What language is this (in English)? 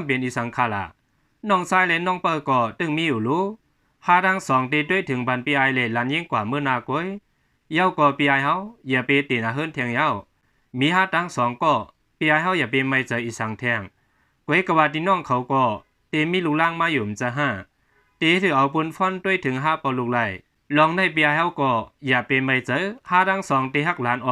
Shan